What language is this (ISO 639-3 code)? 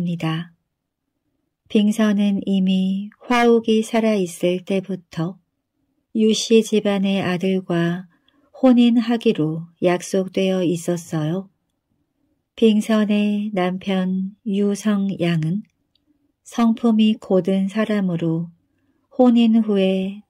kor